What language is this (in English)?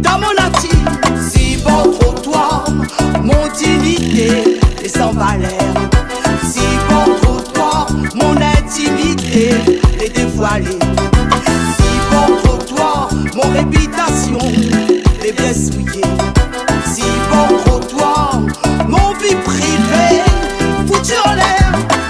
Réunion Creole French